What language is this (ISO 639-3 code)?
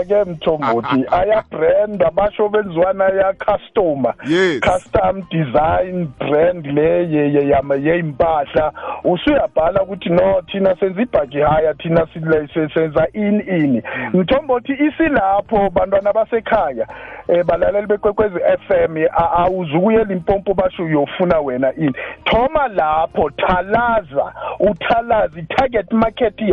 nbl